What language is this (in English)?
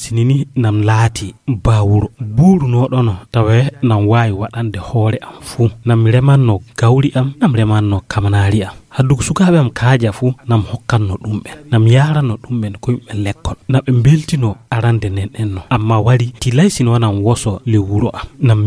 Fula